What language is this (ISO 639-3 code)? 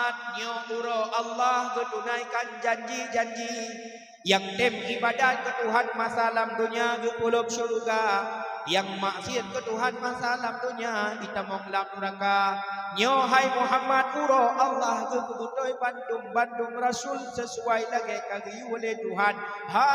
ace